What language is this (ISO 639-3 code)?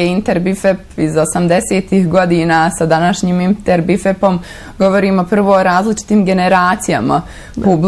bos